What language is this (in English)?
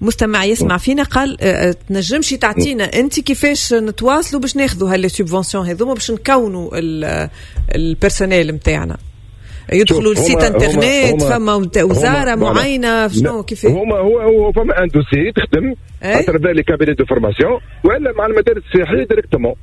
Tunisian Arabic